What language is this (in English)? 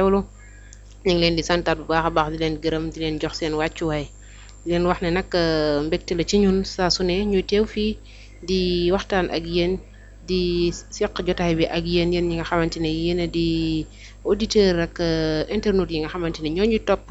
Wolof